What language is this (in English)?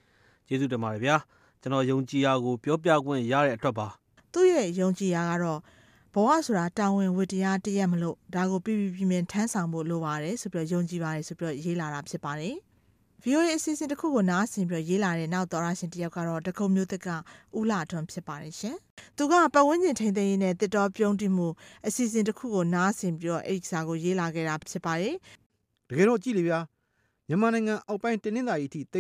Burmese